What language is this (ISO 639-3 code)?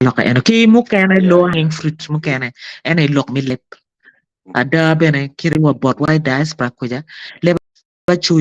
ach